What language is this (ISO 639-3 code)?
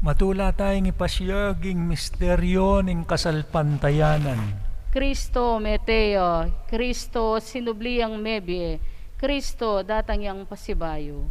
pam